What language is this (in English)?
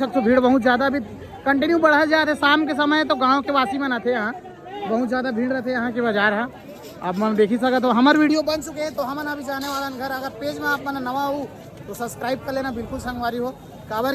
Chhattisgarhi